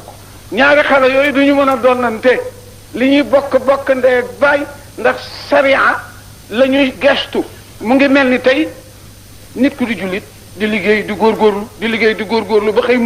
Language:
Wolof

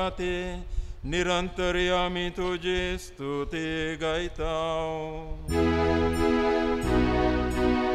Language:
Konkani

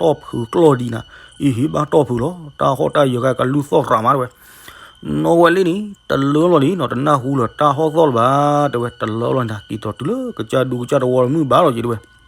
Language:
S'gaw Karen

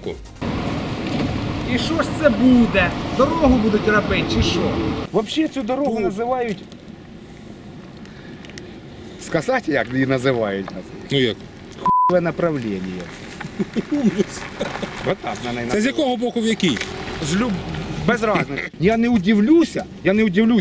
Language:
Ukrainian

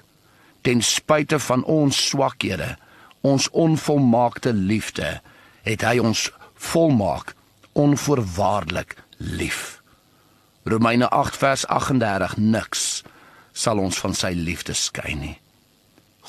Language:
Afrikaans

